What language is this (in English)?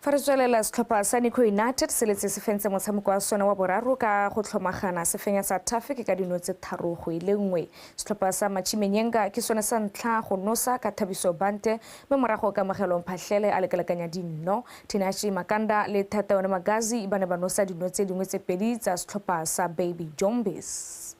Tswana